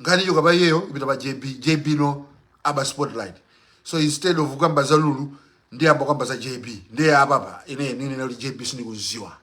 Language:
Nyanja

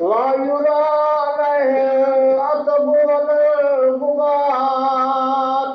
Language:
Kashmiri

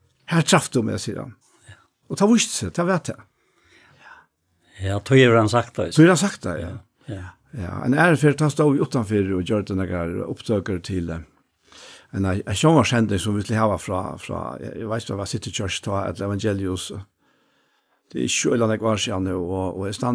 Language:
Faroese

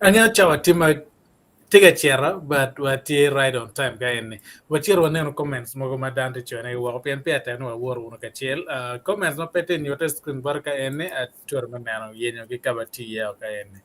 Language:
Acoli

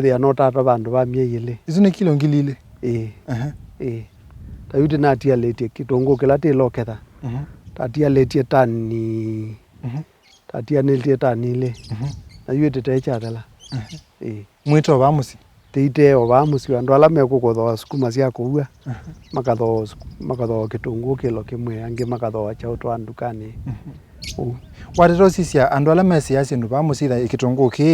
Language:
Kamba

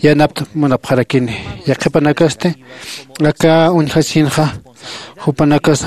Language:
Aymara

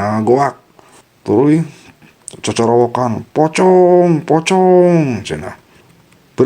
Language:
Sundanese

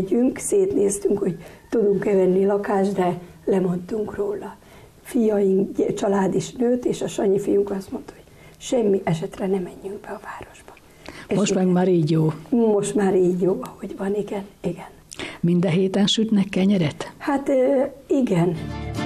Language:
Hungarian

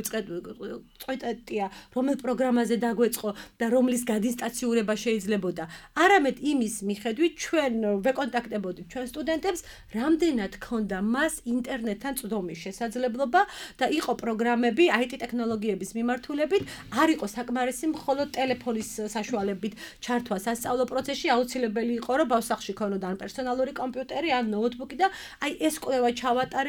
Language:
Georgian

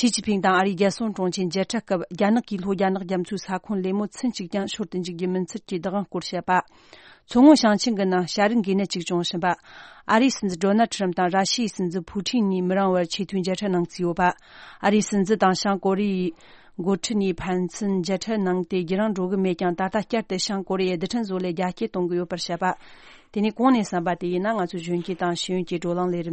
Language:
Tibetan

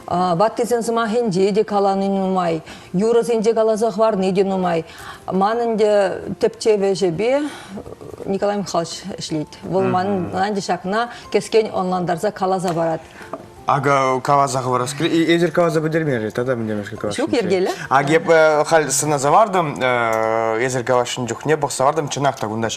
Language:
Chuvash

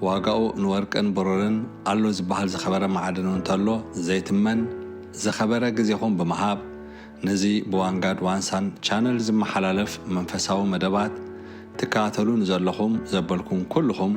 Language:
Tigrinya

